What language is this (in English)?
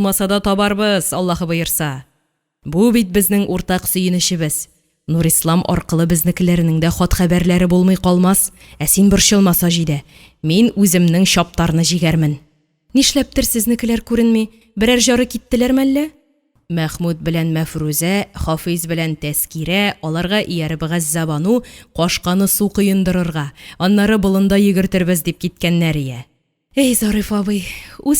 Tatar